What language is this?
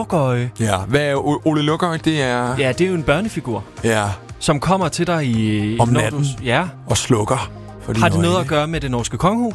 Danish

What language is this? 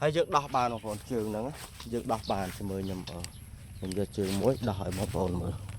Khmer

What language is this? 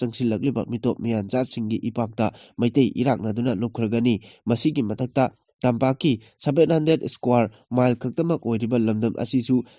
Manipuri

